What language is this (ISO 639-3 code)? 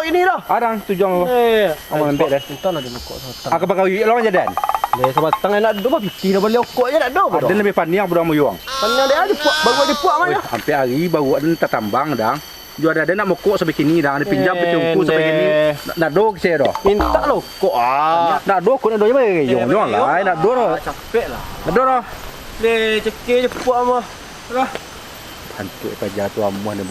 min